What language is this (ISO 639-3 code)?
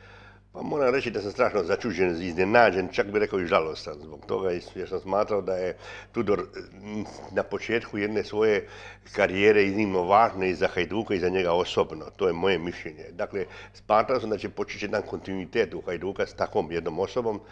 hrv